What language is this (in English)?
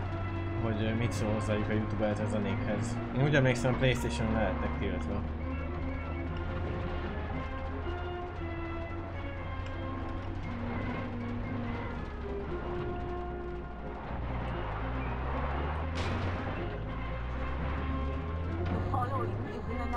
Hungarian